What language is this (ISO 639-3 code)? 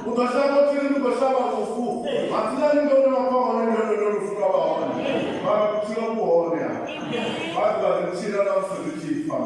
ven